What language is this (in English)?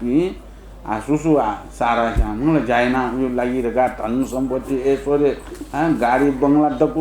Newari